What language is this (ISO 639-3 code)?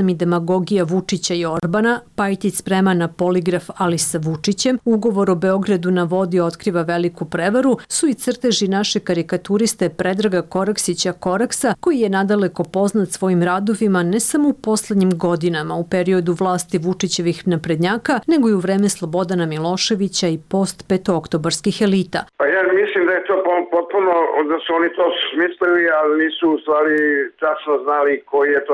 srp